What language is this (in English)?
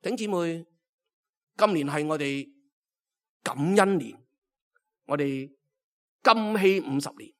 Cantonese